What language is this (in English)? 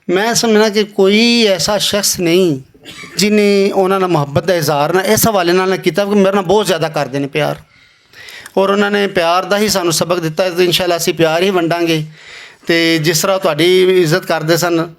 Western Panjabi